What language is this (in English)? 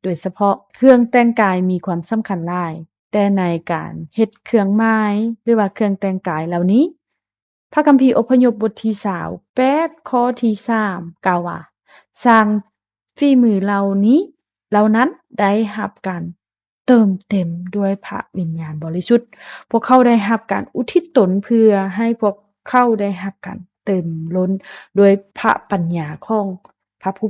Lao